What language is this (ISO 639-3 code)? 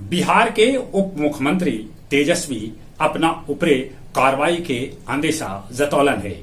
mag